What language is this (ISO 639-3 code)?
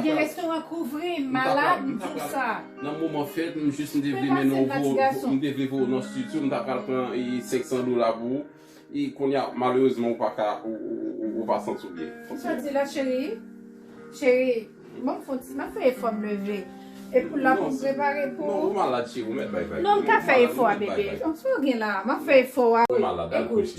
hat